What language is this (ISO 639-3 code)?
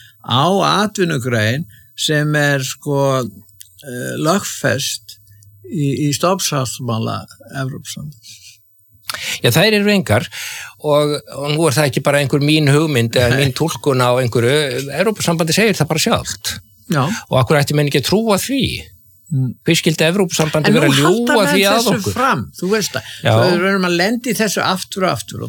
isl